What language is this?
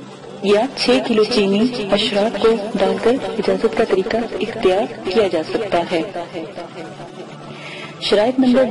Urdu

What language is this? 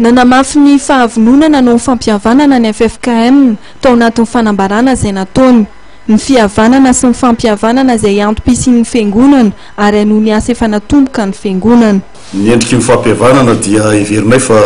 Malagasy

